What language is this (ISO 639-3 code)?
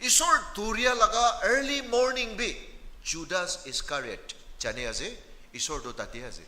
nag